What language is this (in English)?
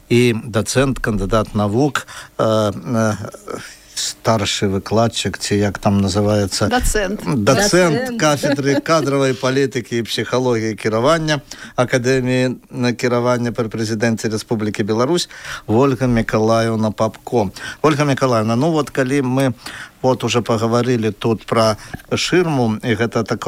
Belarusian